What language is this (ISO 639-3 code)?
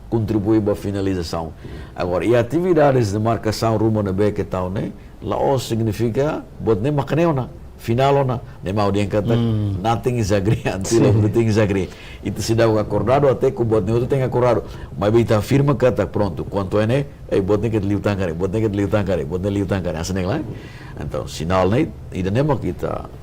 tet